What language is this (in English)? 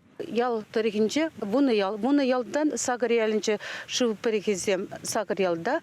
Chuvash